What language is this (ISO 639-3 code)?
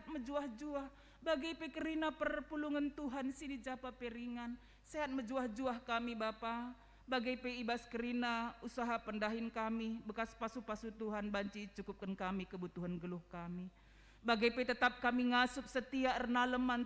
btx